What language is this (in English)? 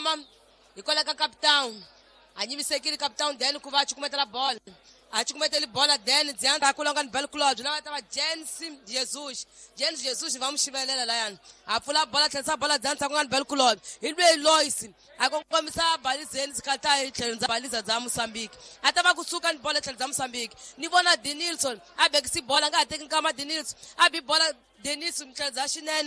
Tsonga